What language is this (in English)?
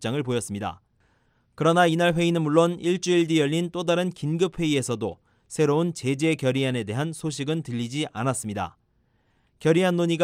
Korean